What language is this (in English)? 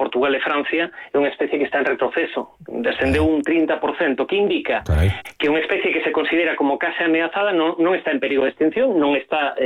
Galician